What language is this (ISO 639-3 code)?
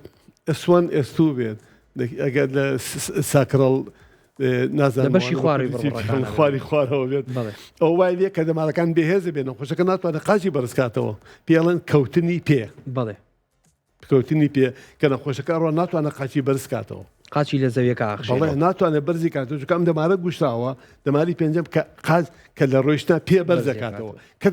ckb